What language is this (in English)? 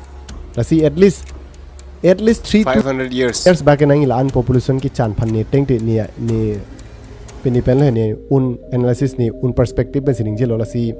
Karbi